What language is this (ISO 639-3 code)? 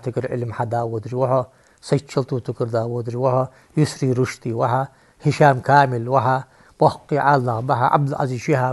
inh